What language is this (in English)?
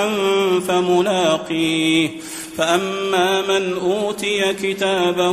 Arabic